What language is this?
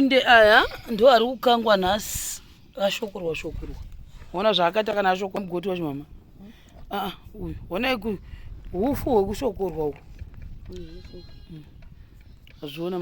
Shona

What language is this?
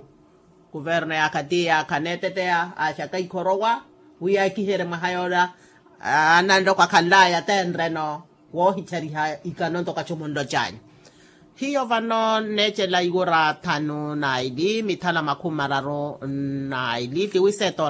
Makhuwa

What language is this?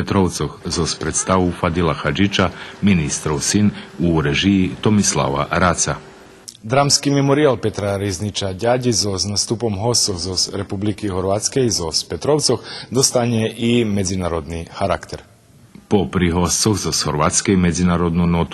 Rusyn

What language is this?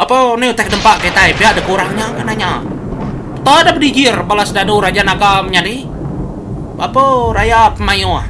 Iban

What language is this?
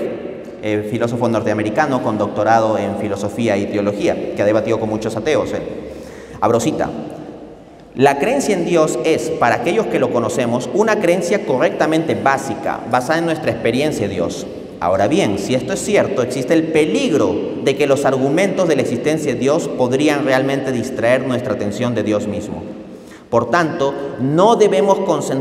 Spanish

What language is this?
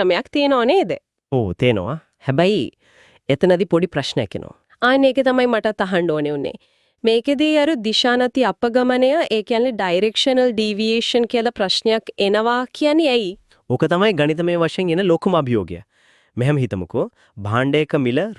Sinhala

